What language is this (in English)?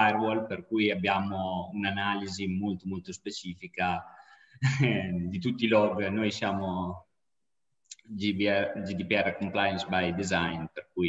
Italian